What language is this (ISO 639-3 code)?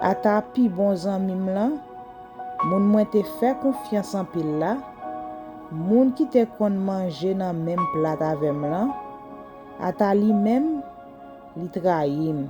hat